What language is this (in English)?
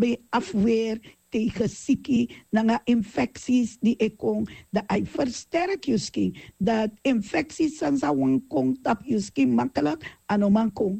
Sranan Tongo